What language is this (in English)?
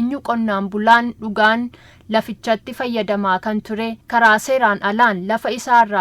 Oromo